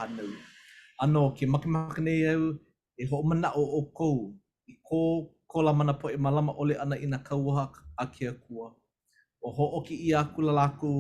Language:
Hawaiian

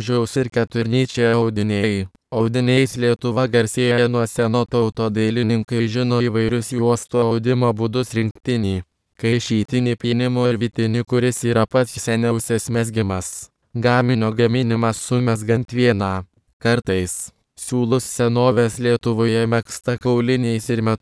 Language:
Lithuanian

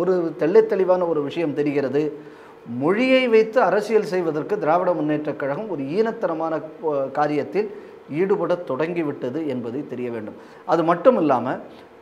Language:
Tamil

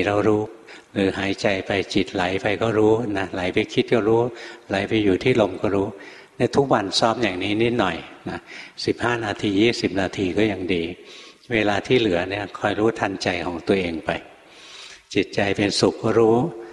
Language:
Thai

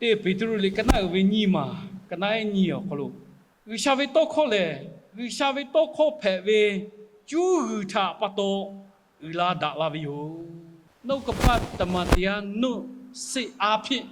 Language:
Lahu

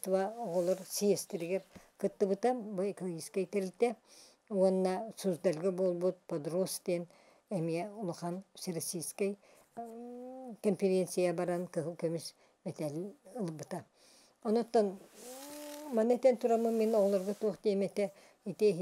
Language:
Yakut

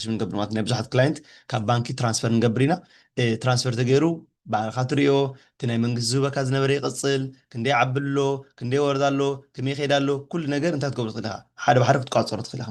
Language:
Tigrinya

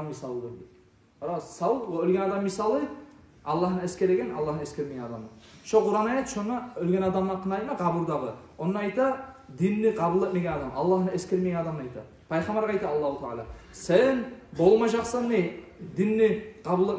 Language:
Kumyk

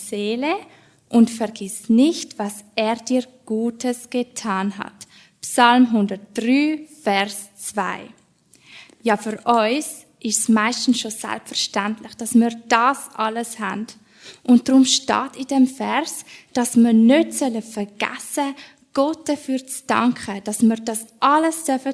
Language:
Swiss German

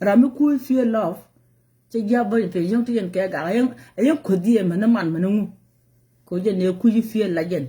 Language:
Nuer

